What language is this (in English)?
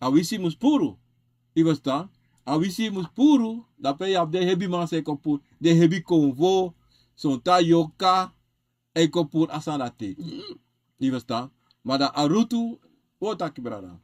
Sranan Tongo